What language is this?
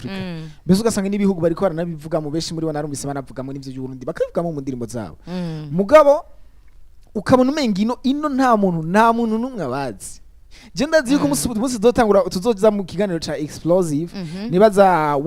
Rundi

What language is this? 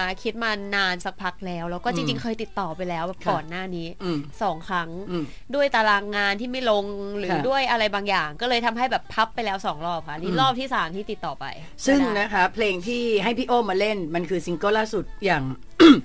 Thai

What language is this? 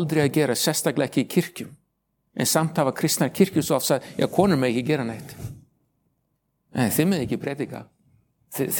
Icelandic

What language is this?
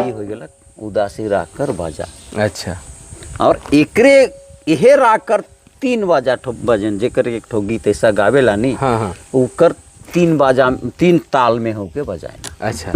Sadri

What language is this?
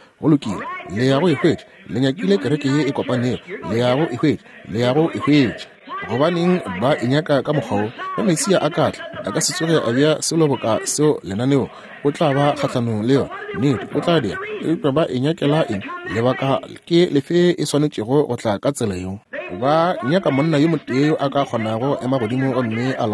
Northern Sotho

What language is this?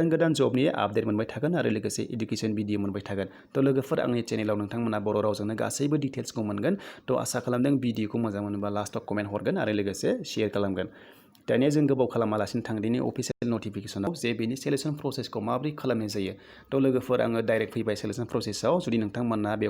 Bodo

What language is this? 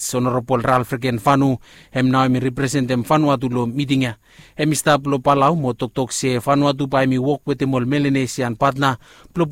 Bislama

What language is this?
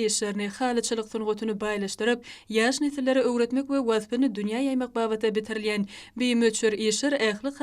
Turkmen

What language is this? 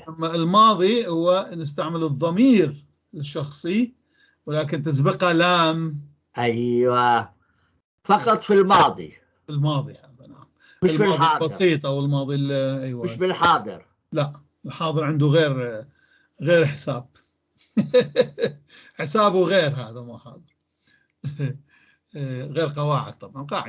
North Levantine Arabic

